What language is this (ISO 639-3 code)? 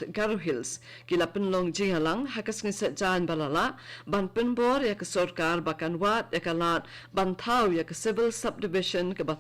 kha